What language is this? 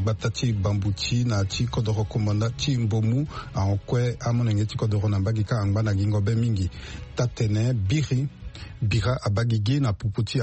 Sango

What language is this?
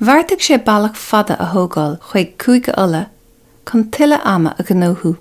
Irish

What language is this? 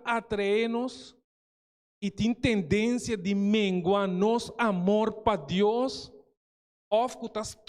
Papiamento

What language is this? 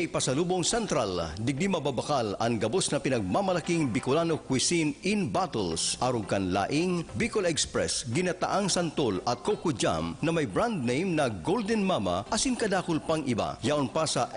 Bikol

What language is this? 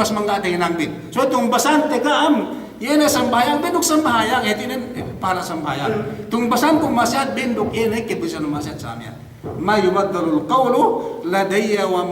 Yakan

